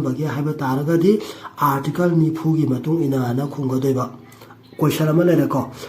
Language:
Manipuri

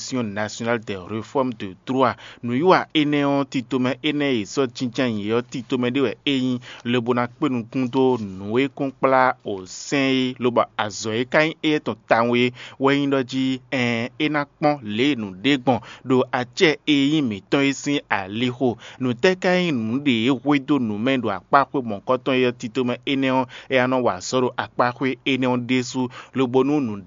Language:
Fon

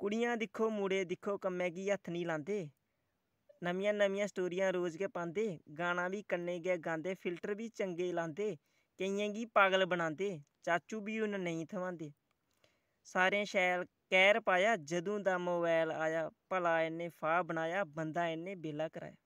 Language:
Dogri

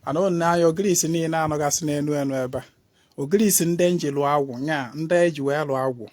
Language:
Igbo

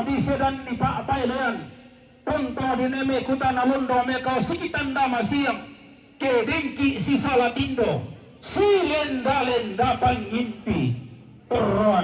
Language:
Toraja-Sa'dan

